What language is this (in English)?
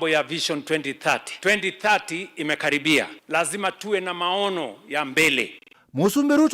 Kamba